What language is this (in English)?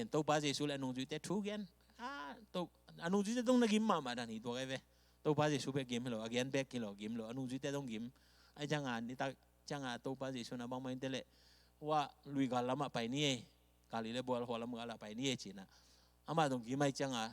Tedim Chin